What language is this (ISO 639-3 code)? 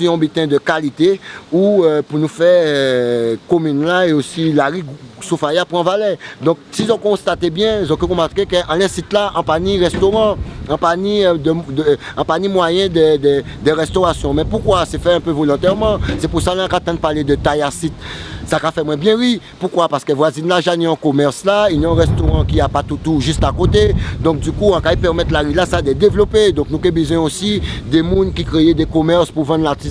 gcf